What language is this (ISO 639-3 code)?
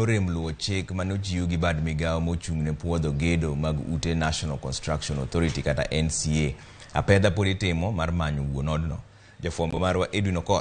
luo